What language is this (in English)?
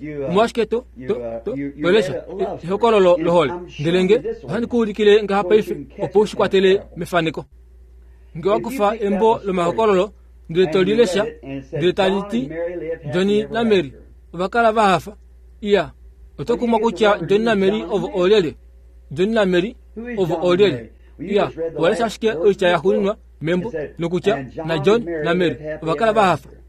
Kuanyama